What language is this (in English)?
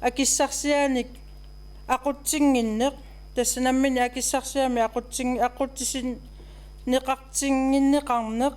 Kalaallisut